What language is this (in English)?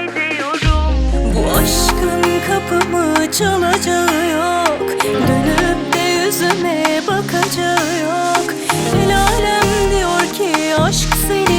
Turkish